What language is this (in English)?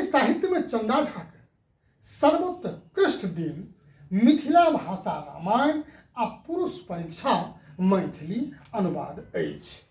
Maithili